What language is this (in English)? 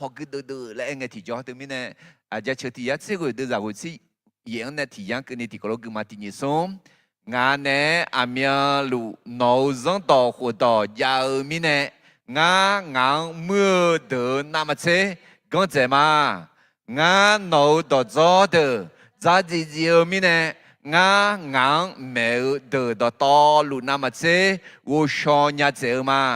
Akha